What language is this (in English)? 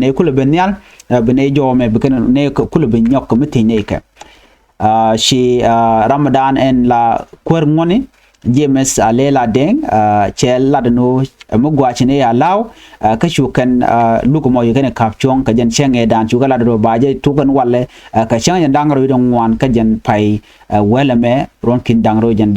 Nuer